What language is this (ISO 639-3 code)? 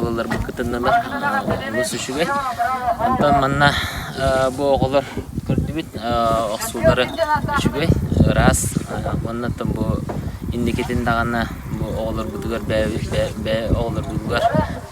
sah